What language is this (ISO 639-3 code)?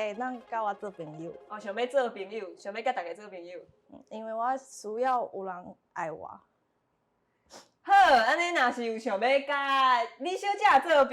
nan